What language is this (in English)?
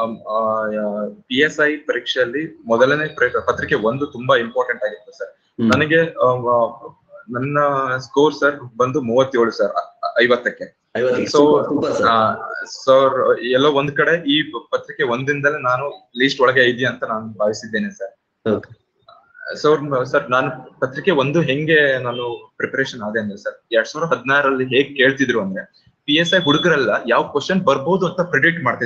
Kannada